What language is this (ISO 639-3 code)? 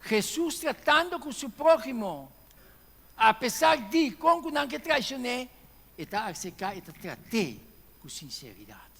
pap